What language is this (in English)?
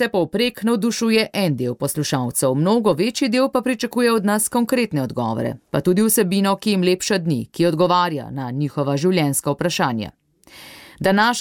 Slovenian